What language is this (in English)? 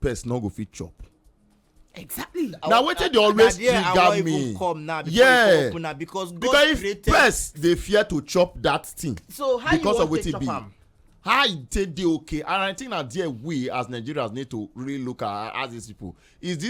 Nigerian Pidgin